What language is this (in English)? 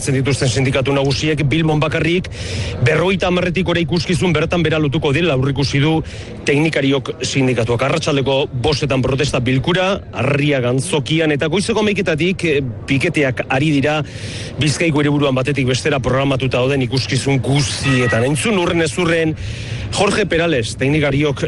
Basque